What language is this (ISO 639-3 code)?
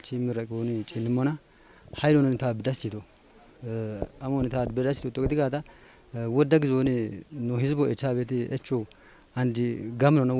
kbr